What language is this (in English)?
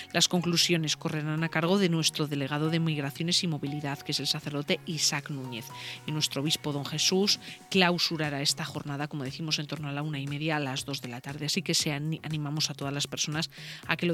Spanish